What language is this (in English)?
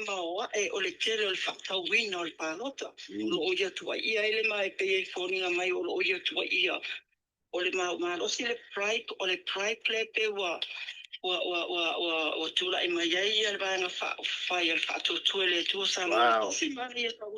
Samoan